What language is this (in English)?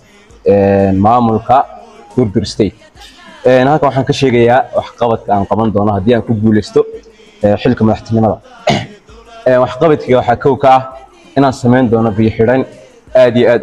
Somali